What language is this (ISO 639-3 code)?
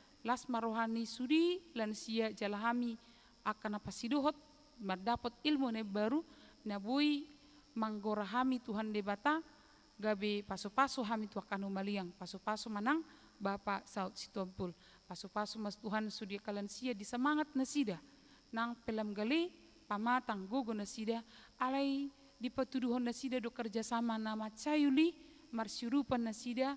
bbc